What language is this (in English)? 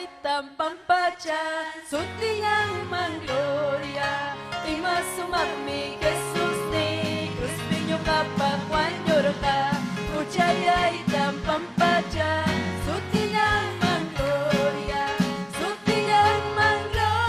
Ayacucho Quechua